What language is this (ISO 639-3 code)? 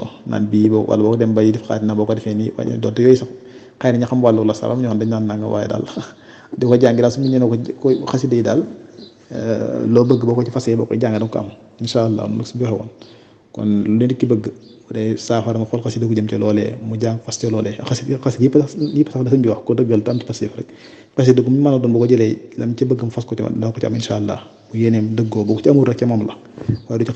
wol